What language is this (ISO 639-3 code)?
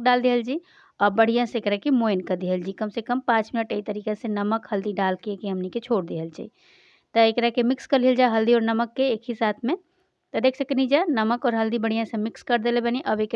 bho